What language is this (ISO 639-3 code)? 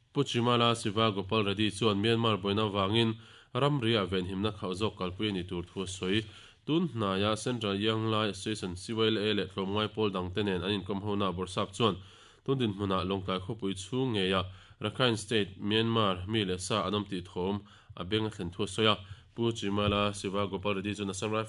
lus